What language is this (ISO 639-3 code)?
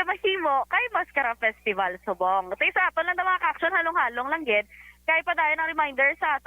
hil